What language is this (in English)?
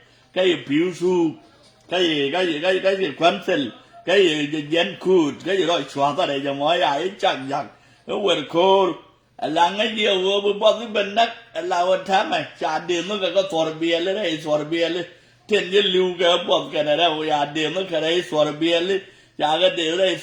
Nuer